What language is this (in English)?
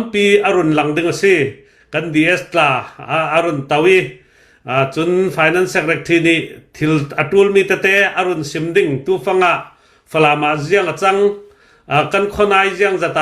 Hakha Chin